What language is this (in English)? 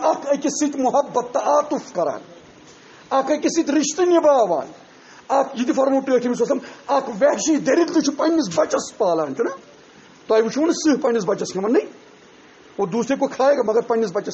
Kashmiri